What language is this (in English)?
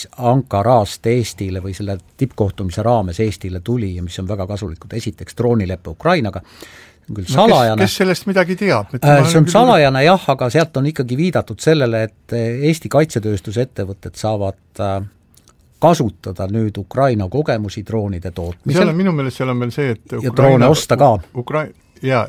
Estonian